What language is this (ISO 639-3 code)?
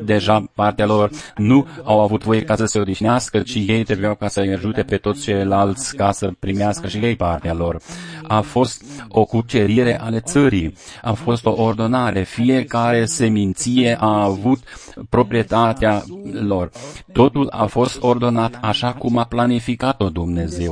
ron